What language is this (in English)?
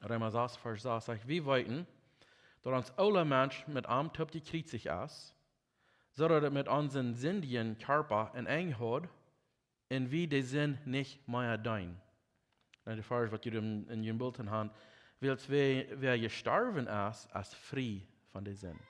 Plautdietsch